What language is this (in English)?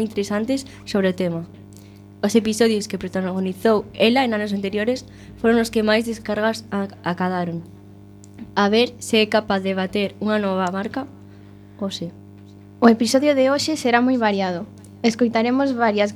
Galician